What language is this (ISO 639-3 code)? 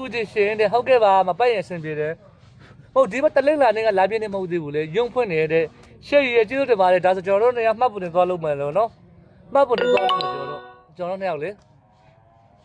mya